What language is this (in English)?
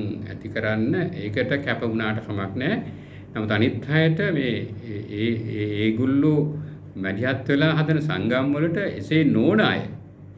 Sinhala